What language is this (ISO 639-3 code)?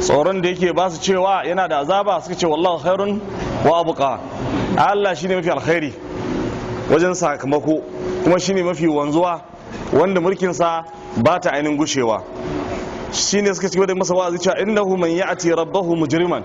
hau